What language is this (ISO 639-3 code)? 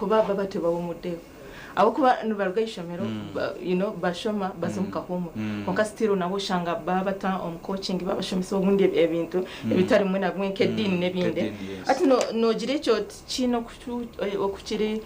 nyn